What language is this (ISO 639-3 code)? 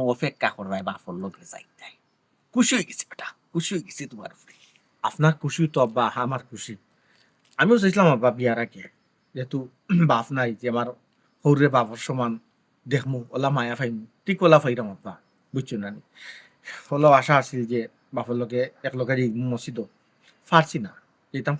syl